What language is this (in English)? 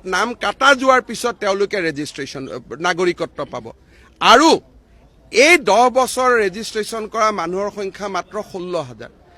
Assamese